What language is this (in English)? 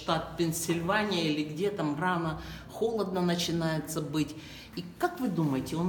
Russian